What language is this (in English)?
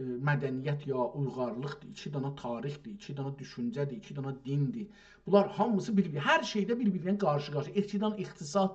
South Azerbaijani